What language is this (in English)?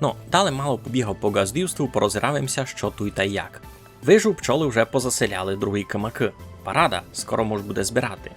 Rusyn